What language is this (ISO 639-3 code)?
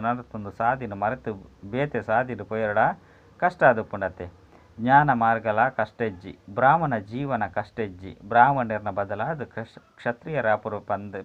tcy